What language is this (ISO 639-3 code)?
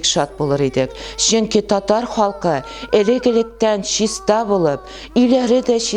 tat